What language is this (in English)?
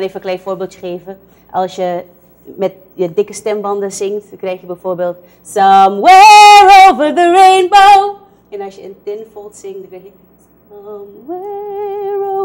Dutch